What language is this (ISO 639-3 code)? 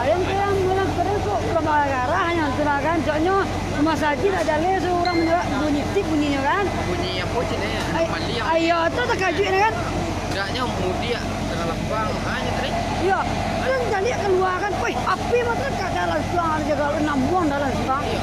min